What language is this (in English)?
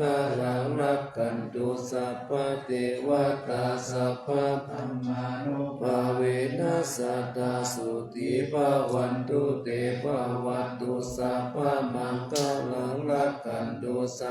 Pali